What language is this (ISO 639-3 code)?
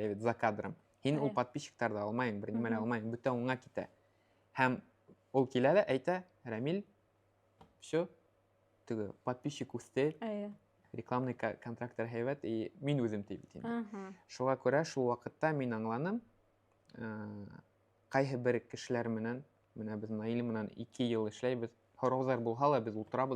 bak